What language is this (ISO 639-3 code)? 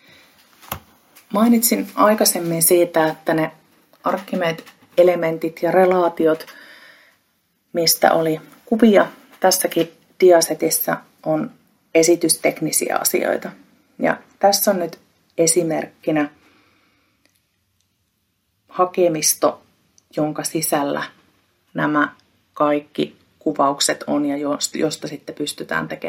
fin